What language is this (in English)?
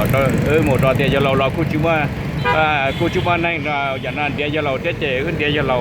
Hmong